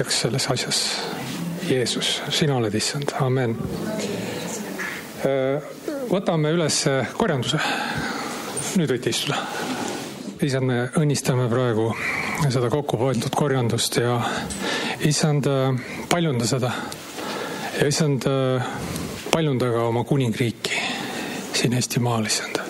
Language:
Estonian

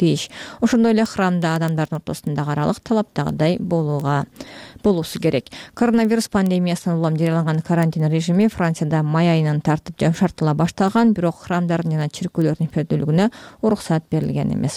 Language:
Kyrgyz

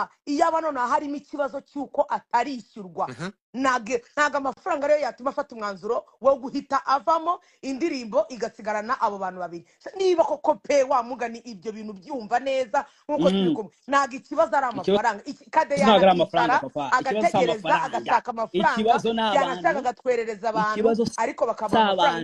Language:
Kinyarwanda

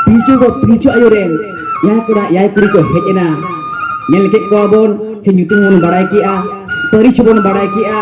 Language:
Santali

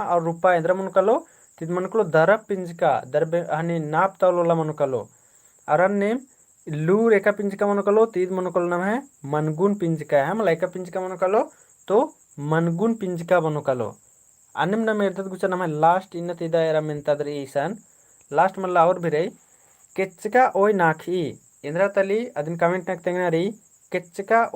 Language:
Kurukh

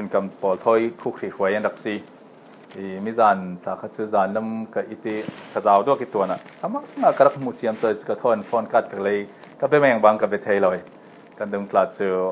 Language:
Falam Chin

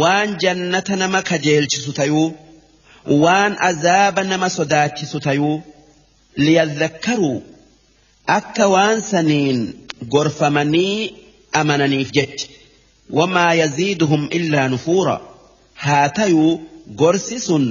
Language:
Oromo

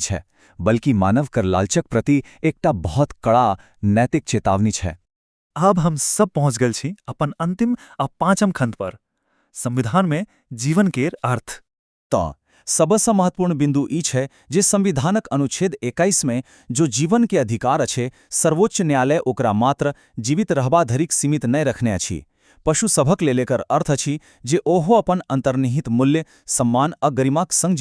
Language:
Maithili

